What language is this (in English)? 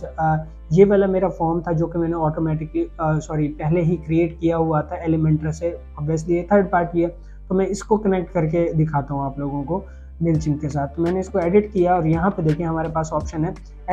Hindi